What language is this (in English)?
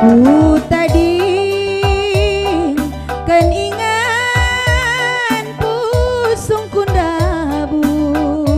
Batak Karo